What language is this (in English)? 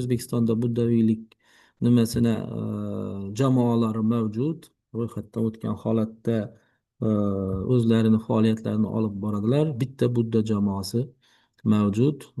Uzbek